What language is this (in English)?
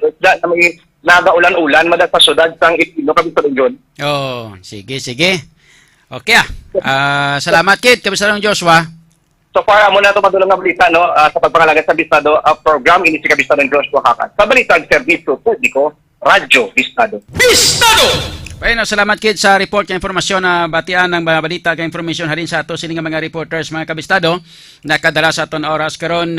Hiligaynon